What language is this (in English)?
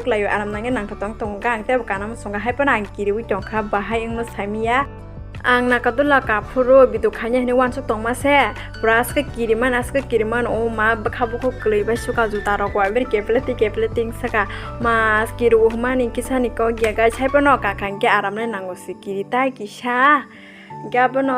Kok Borok